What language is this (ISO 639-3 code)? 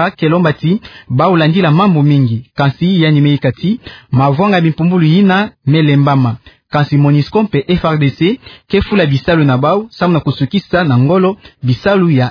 ktu